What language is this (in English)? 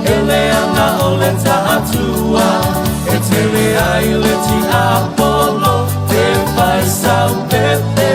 Samoan